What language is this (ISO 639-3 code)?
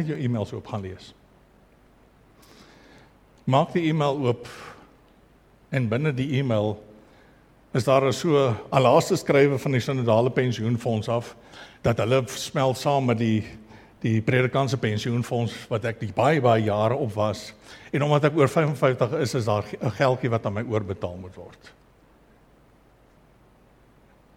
afr